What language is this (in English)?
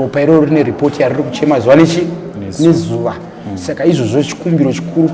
Shona